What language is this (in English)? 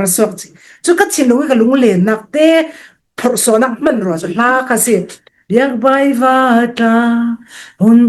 Falam Chin